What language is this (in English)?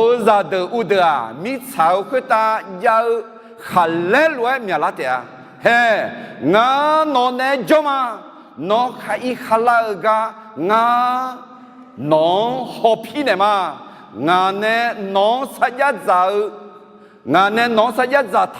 Akha